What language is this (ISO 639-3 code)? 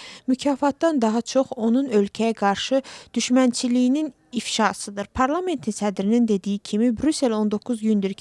aze